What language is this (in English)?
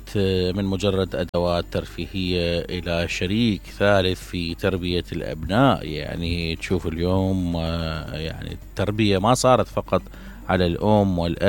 Mesopotamian Arabic